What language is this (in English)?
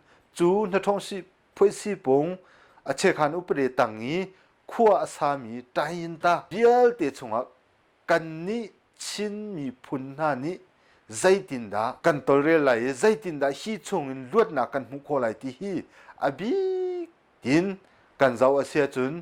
Hakha Chin